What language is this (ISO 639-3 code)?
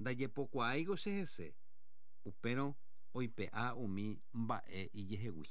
grn